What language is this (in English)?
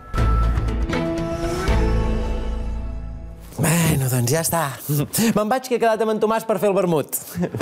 Catalan